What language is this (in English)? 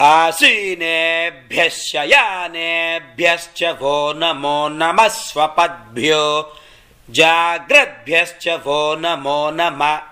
Sanskrit